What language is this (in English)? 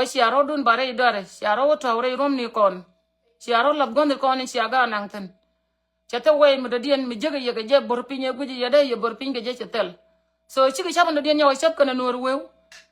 Nuer